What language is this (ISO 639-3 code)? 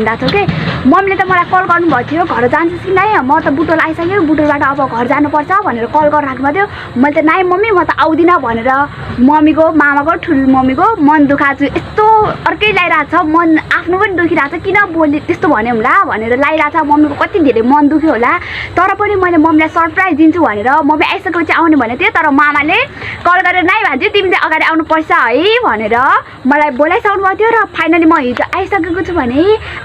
nep